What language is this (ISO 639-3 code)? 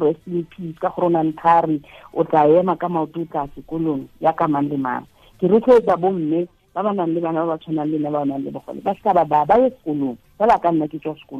tsn